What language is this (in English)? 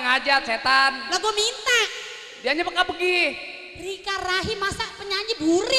Betawi